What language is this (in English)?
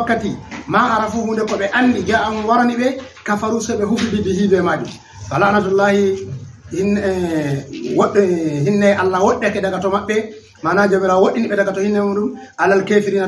Fula